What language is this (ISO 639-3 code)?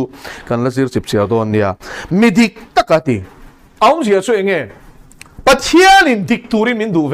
lus